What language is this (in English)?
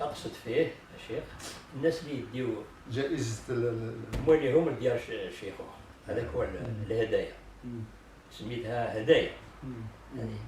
Kabyle